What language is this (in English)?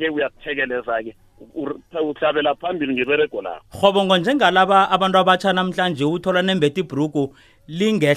South Ndebele